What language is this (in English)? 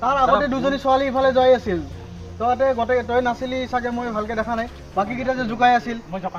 Assamese